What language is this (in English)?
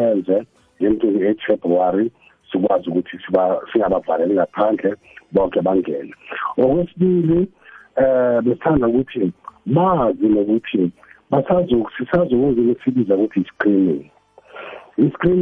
South Ndebele